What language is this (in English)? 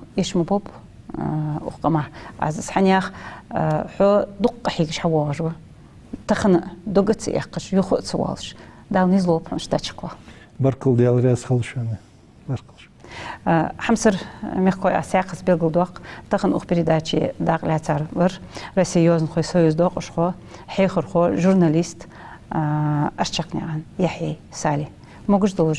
Ingush